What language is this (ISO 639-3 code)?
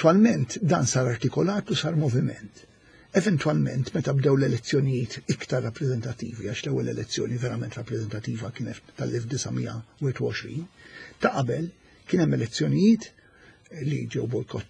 mlt